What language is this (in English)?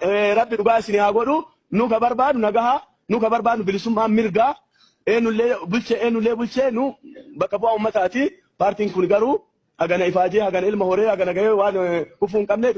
Oromo